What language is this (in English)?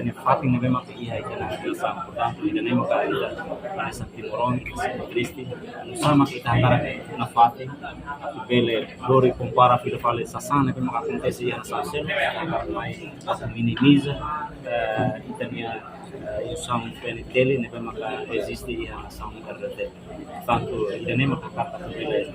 Tetum